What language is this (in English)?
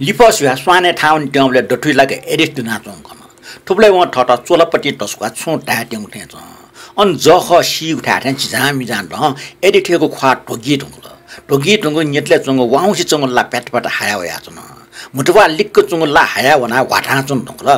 Newari